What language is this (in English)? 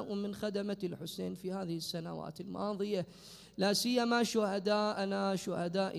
Mesopotamian Arabic